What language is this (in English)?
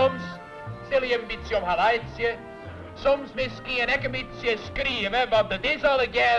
Western Frisian